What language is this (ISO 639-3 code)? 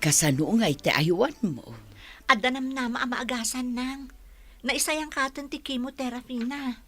ilo